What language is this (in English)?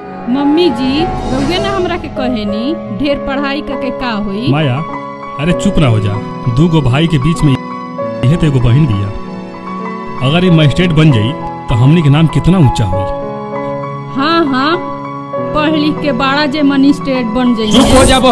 Bhojpuri